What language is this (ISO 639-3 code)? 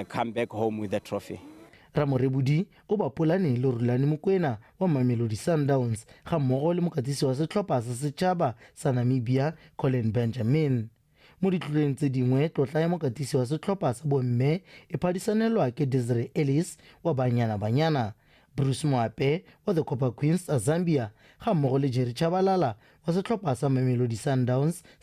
tsn